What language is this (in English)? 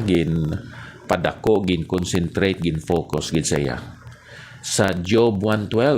Hiligaynon